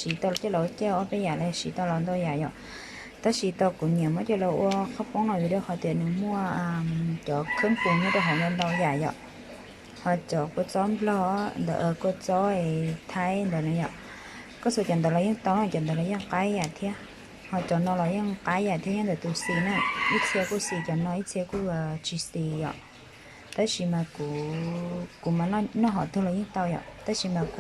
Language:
Hmong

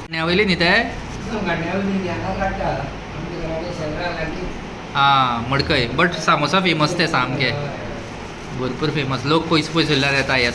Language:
Konkani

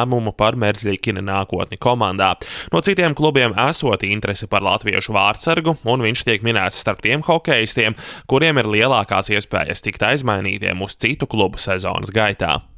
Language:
Latvian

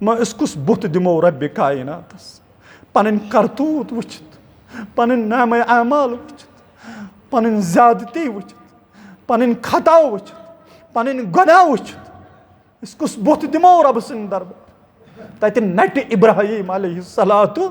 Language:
Kashmiri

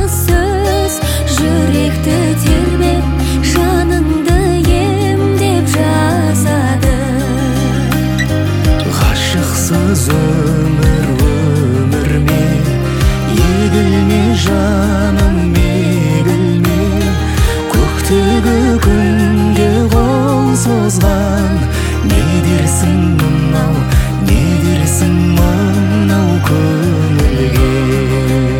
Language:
Kazakh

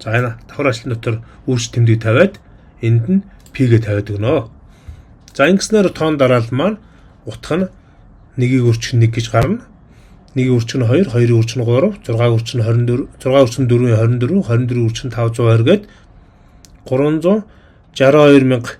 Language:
Mongolian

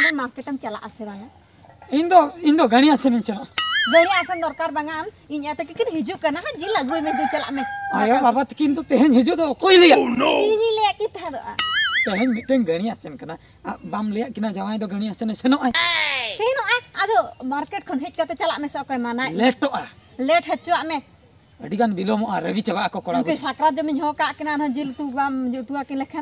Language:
Santali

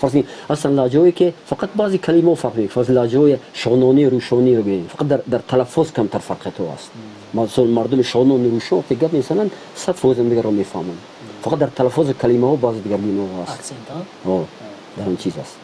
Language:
Tajik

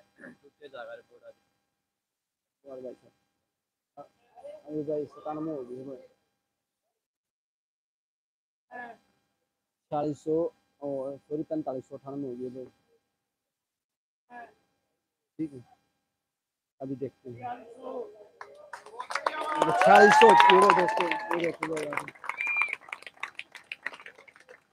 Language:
Hindi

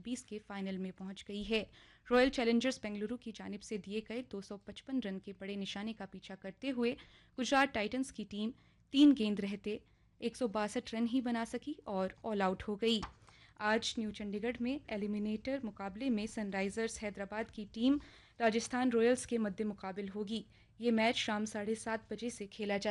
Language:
Urdu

